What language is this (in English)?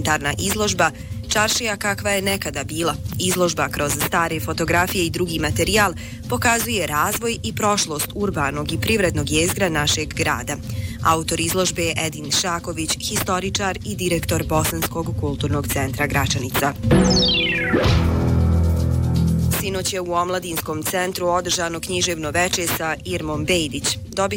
Bosnian